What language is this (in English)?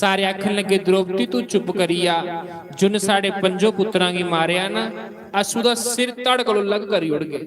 Dogri